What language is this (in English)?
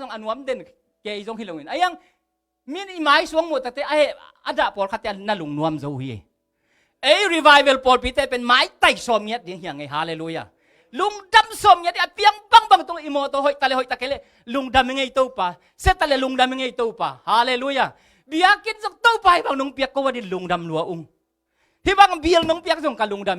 Tedim Chin